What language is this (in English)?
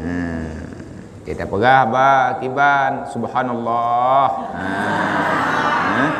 Achinese